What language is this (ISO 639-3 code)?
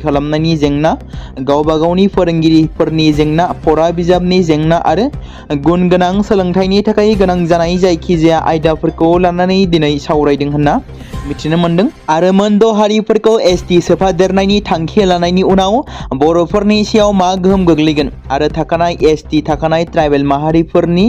brx